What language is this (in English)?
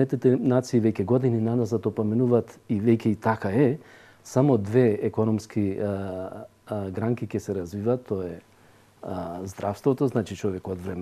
Macedonian